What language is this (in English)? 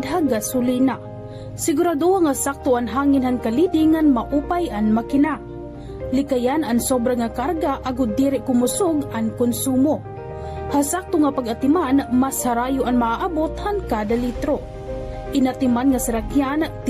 Waray